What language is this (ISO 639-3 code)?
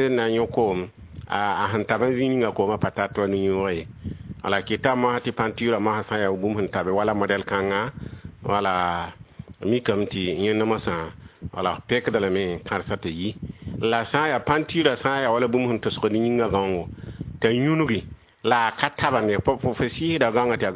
mos